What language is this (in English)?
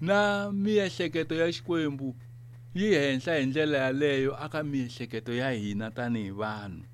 Tsonga